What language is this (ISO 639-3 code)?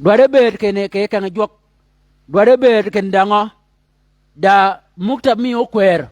shk